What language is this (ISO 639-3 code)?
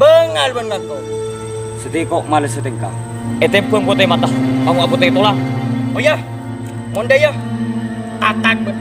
mad